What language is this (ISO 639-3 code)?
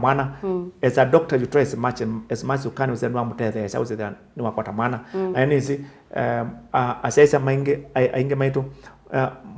kam